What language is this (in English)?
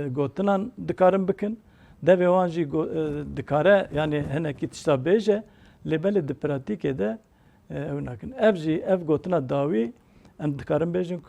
Kurdish